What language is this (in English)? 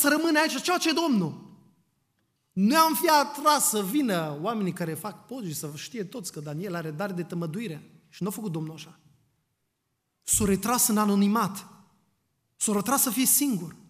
Romanian